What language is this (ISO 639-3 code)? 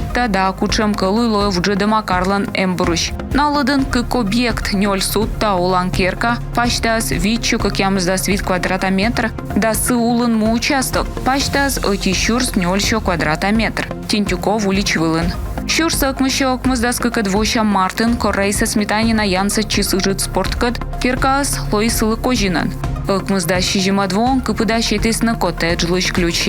kom